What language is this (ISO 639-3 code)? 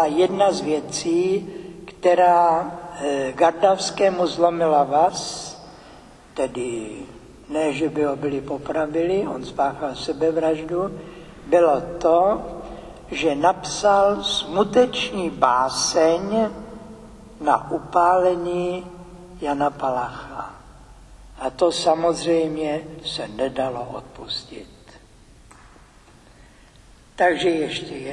ces